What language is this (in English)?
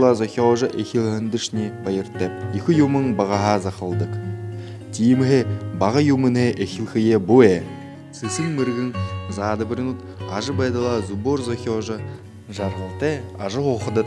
Buriat